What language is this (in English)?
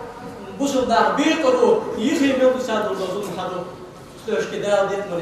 Ingush